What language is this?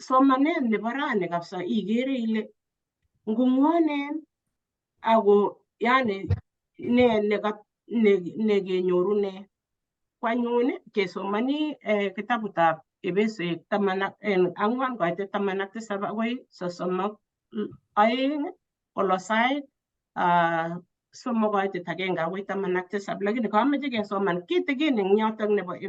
Kalenjin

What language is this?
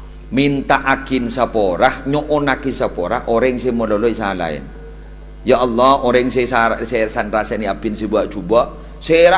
Madurese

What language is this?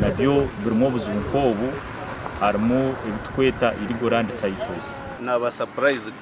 Nyankole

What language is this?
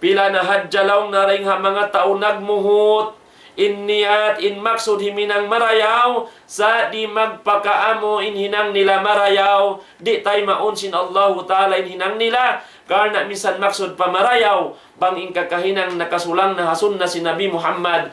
Tausug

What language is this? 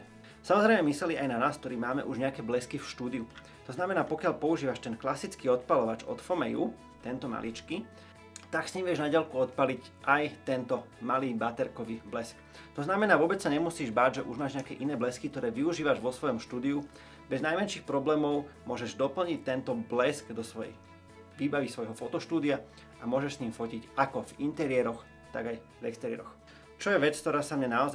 Slovak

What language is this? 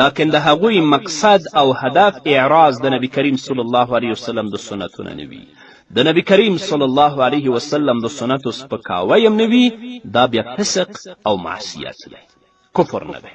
Pashto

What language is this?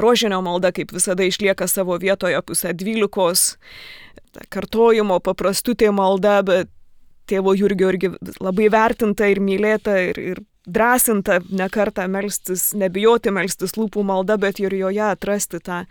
Lithuanian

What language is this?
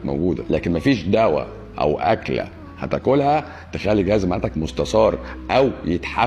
Egyptian Arabic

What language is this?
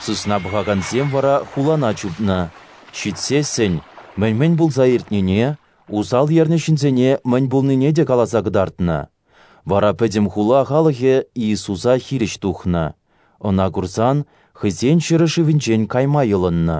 Chuvash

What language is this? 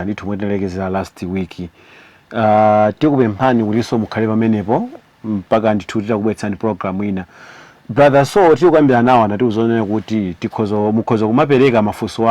Nyanja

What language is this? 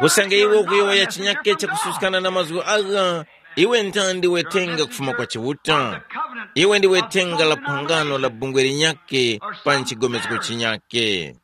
Tumbuka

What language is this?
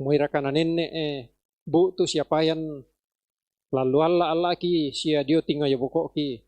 Toraja-Sa'dan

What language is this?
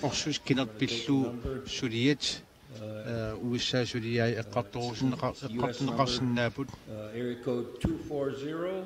Kalaallisut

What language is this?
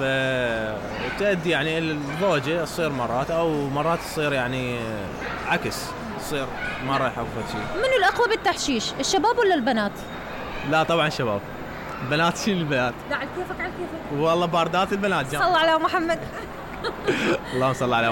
Mesopotamian Arabic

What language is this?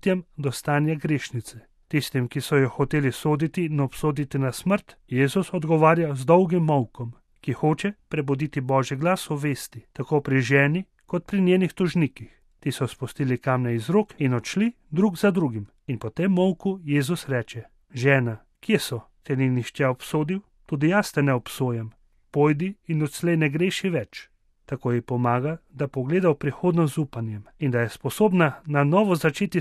Slovenian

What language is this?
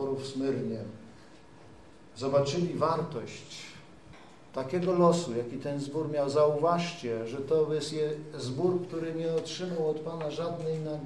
Polish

